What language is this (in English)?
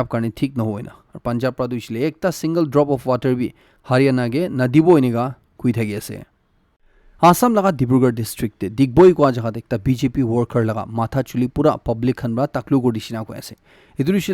Naga Pidgin